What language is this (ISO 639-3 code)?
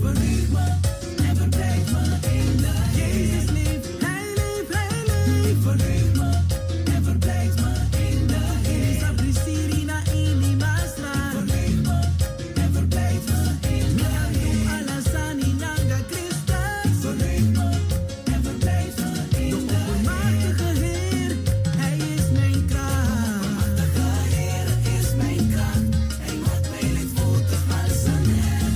pap